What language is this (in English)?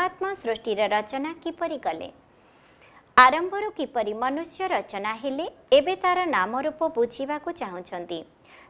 Odia